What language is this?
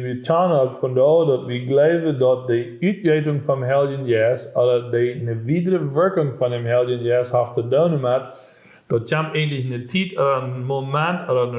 Plautdietsch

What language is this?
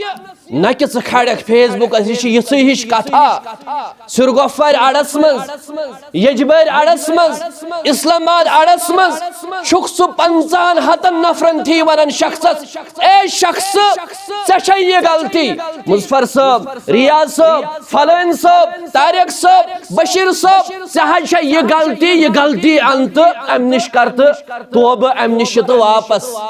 Kashmiri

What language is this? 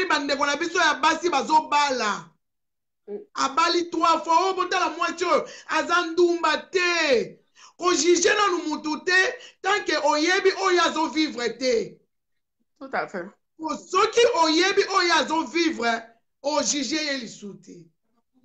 Lingala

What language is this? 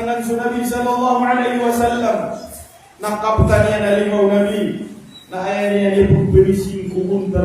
Maranao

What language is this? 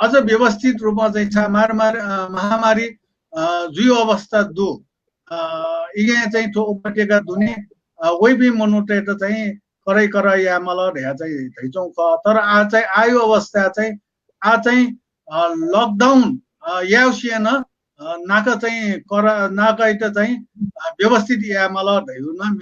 Newari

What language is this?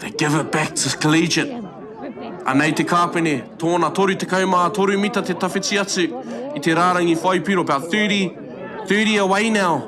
Māori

